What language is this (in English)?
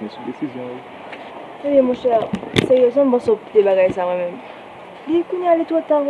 Haitian Creole